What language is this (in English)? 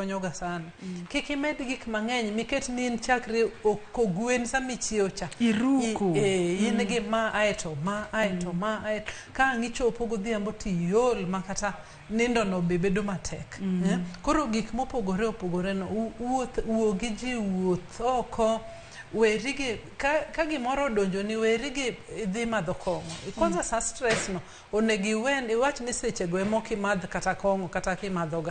Luo (Kenya and Tanzania)